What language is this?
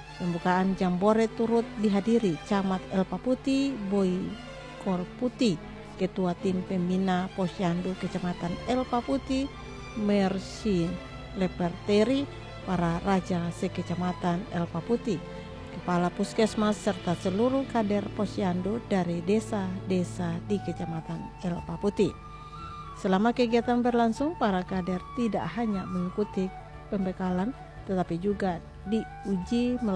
Indonesian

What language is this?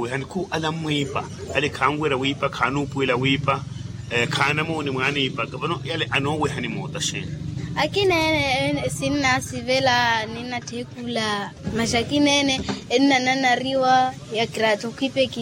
Makhuwa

